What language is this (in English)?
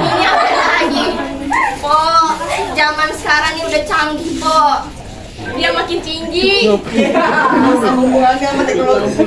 Betawi